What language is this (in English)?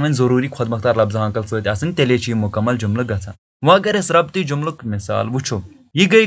Kashmiri